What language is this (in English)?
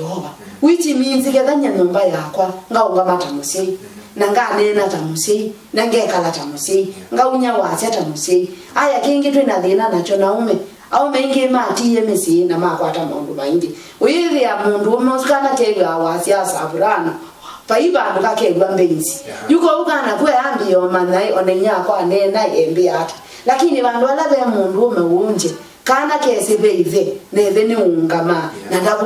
Kamba